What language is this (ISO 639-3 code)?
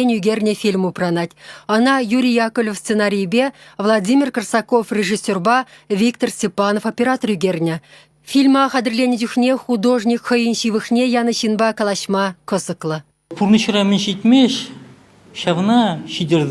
chv